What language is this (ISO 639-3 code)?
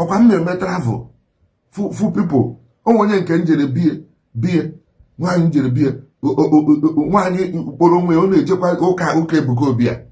ibo